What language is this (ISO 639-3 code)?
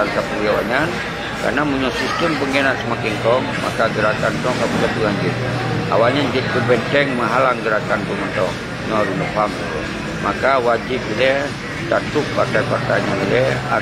ace